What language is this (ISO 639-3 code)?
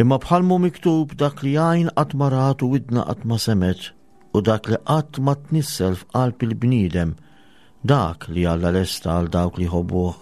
mlt